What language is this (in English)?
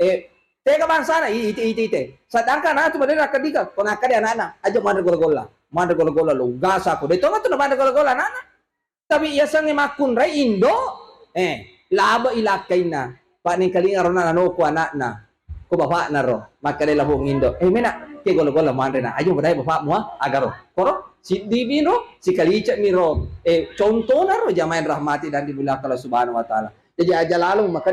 Buginese